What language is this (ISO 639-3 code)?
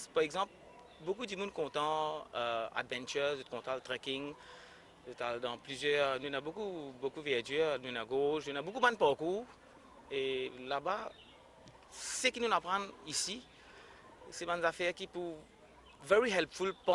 mfe